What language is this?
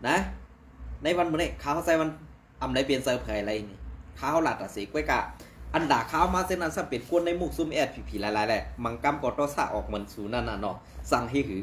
Shan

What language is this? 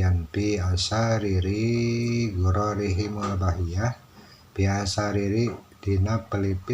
Sundanese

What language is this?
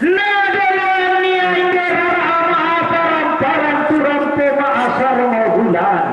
Toraja-Sa'dan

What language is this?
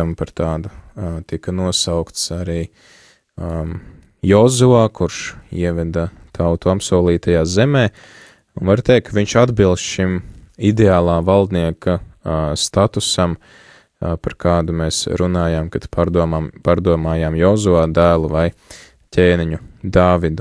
Latvian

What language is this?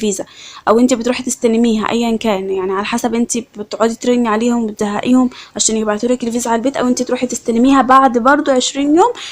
Egyptian Arabic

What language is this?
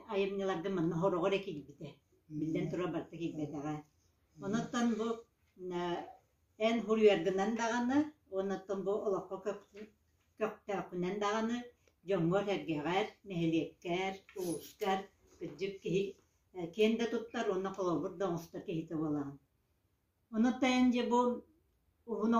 Yakut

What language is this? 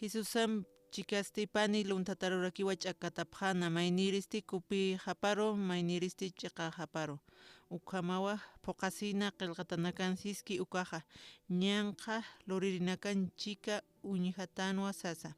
Aymara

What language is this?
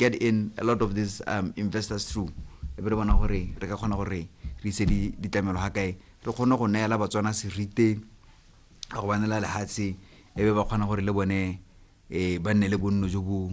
Tswana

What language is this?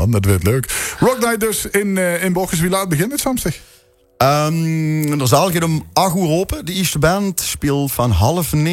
Limburgish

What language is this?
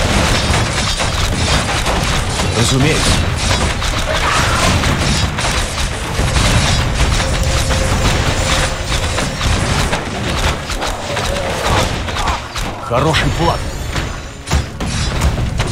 Russian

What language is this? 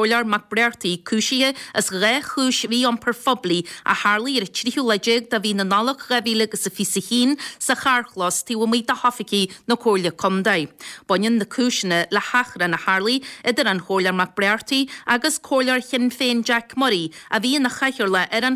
Irish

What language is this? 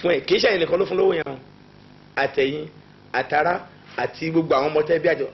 Yoruba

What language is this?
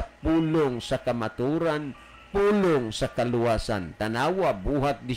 Cebuano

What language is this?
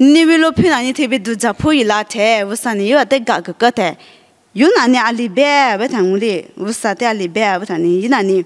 Lisu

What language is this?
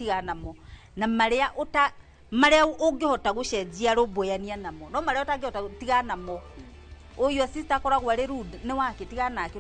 Kikuyu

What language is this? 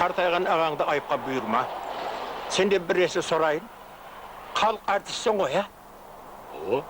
Kara-Kalpak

